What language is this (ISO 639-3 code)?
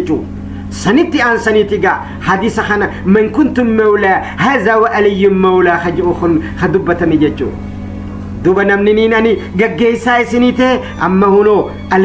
orm